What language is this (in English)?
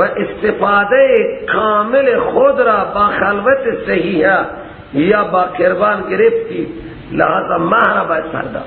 Persian